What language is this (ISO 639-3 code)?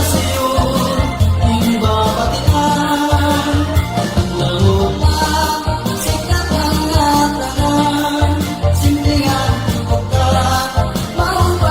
war